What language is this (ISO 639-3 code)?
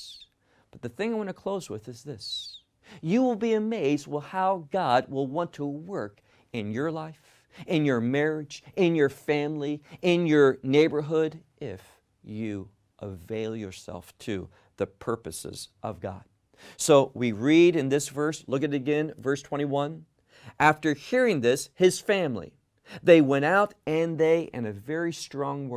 eng